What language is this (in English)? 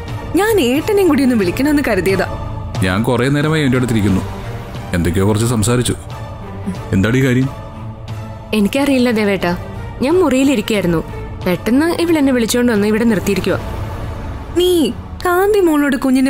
Malayalam